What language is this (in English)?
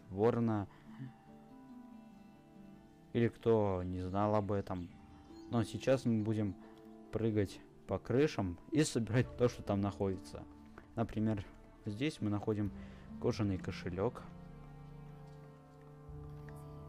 Russian